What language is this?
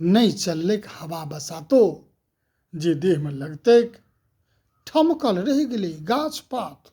Maithili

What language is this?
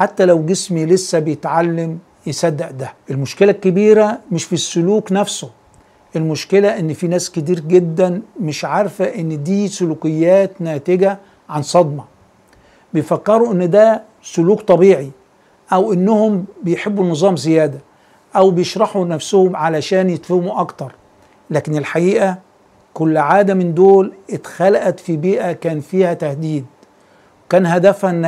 Egyptian Arabic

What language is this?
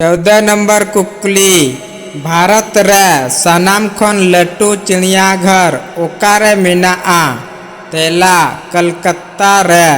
Santali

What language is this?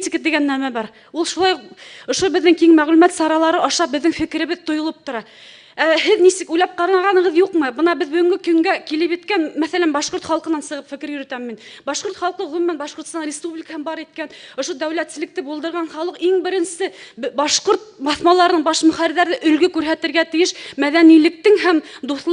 Bashkir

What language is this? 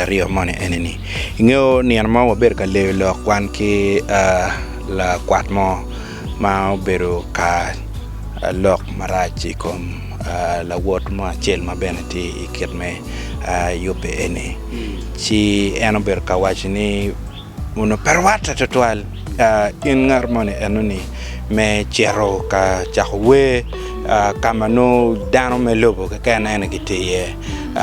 Acoli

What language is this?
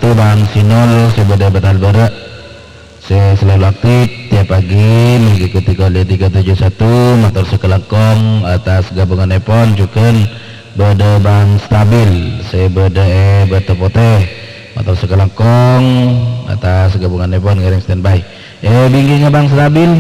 Madurese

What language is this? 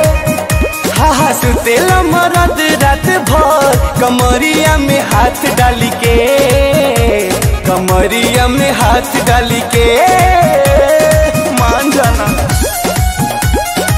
Bhojpuri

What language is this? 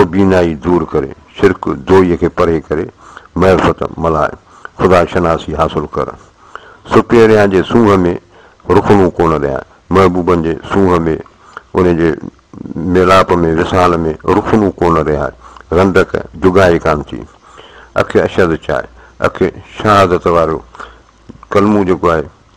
Sindhi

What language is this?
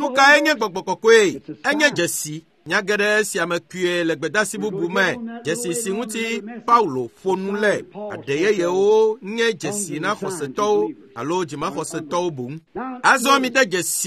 Ewe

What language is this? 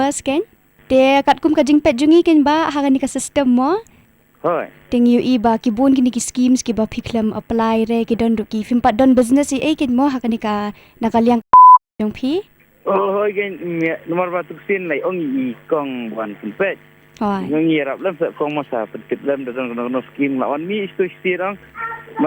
Khasi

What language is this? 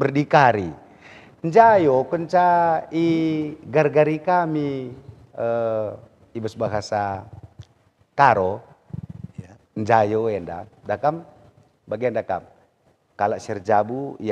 Batak Karo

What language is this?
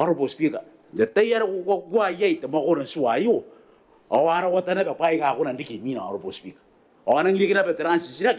Gilbertese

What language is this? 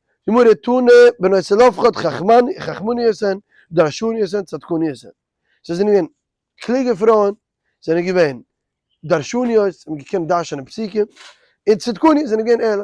Yiddish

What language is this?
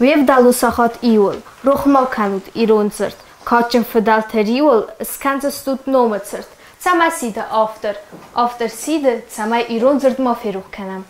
Ossetic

